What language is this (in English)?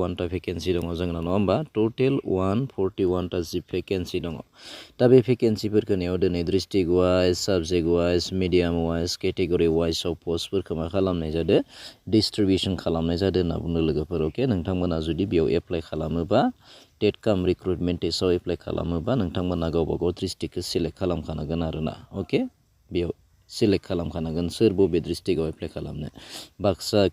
Bodo